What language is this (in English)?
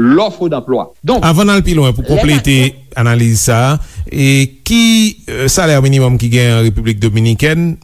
Haitian Creole